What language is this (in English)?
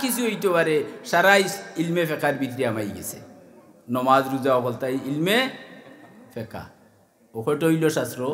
Sylheti